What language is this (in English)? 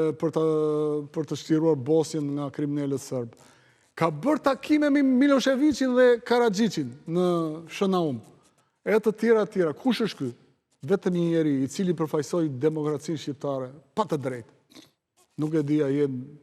Albanian